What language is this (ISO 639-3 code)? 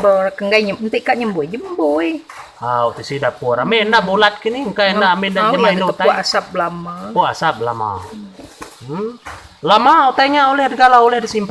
iba